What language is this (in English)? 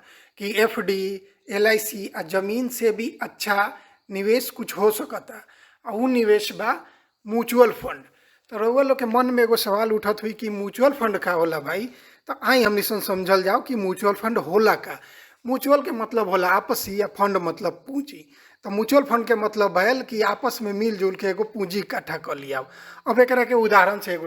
Bhojpuri